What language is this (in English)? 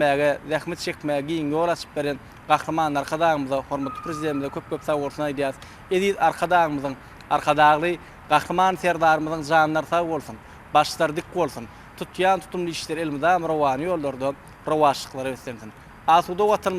Turkmen